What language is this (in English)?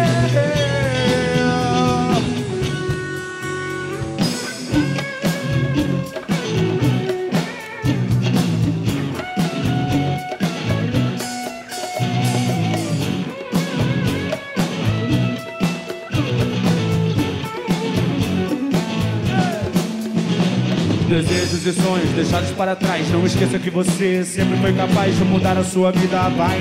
Portuguese